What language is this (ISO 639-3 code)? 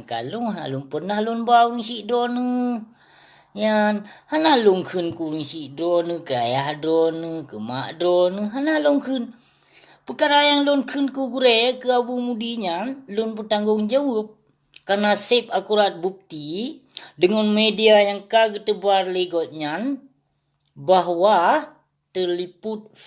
ace